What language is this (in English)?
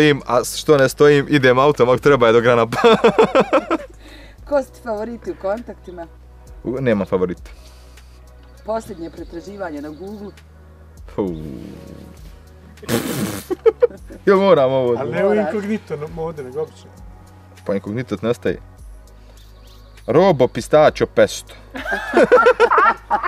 Bosnian